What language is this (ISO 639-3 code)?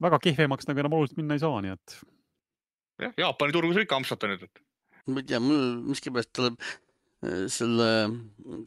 est